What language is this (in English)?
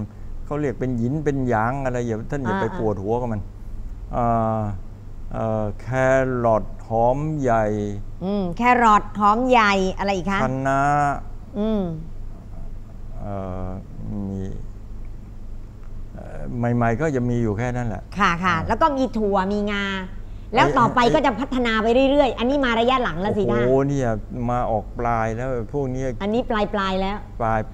Thai